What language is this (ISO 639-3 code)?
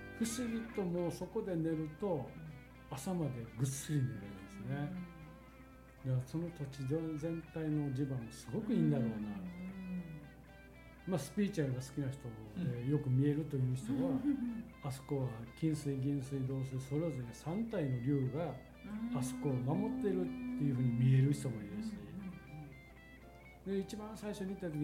jpn